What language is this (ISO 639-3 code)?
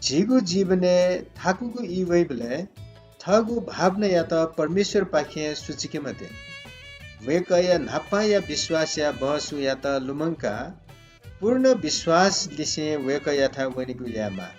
new